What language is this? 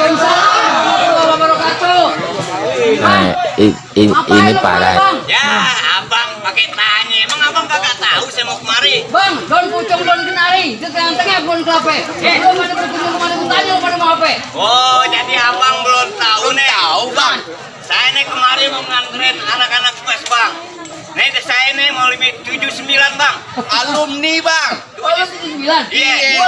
Betawi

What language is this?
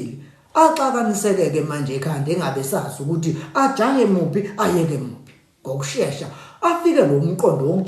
Zulu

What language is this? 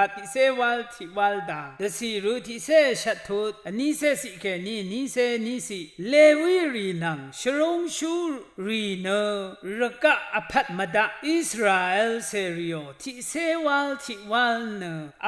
Rawang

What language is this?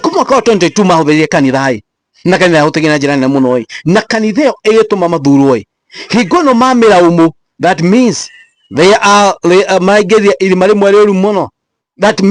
Kikuyu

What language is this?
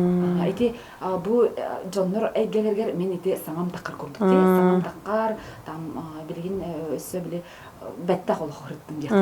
Yakut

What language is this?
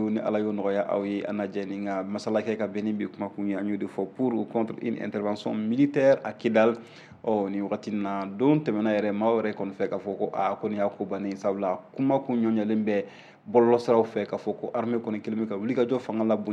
Bambara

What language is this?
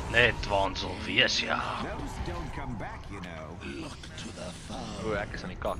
Afrikaans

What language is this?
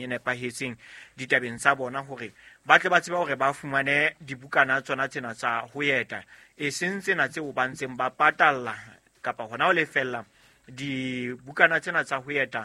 Southern Sotho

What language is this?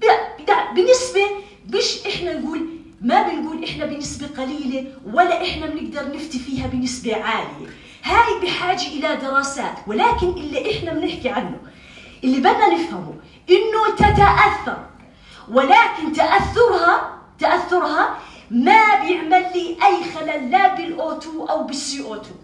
North Levantine Arabic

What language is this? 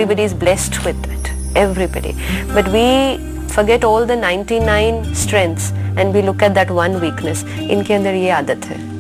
Hindi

